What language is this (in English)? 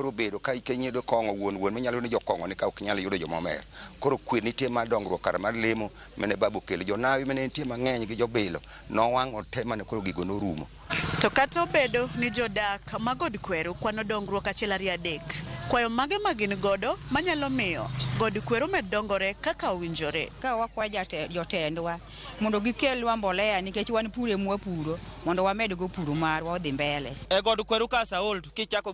Luo (Kenya and Tanzania)